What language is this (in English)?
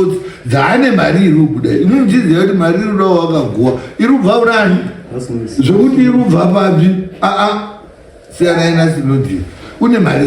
Shona